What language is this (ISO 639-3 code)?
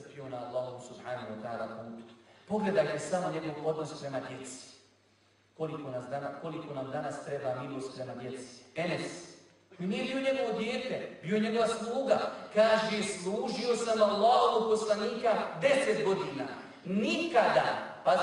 bos